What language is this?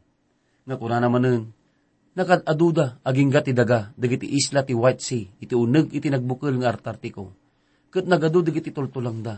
Iloko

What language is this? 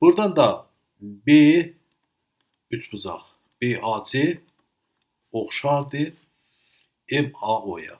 Azerbaijani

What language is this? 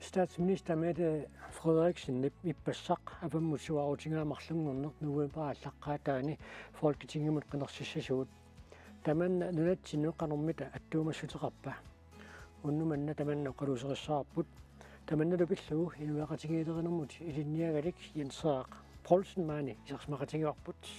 Kalaallisut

